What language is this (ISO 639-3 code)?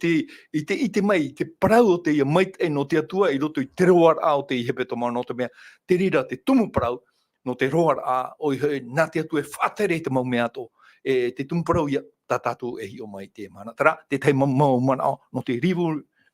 tah